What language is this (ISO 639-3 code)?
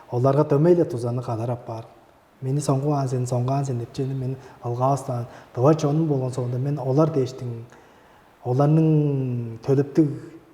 tyv